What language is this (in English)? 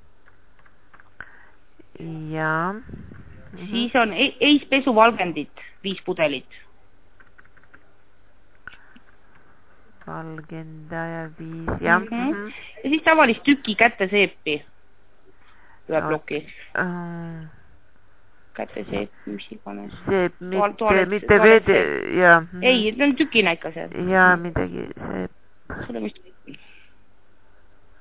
Estonian